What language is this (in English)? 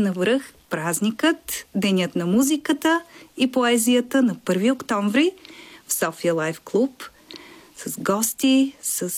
Bulgarian